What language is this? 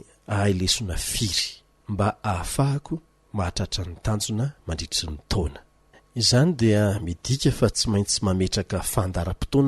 Malagasy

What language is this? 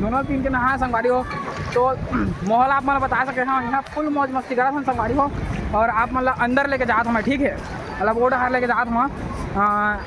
Chhattisgarhi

